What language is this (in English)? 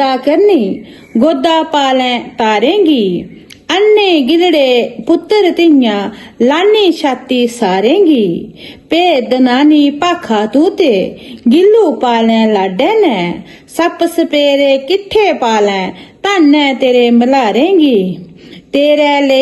Dogri